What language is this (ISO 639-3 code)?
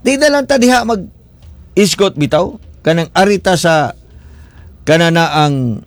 ceb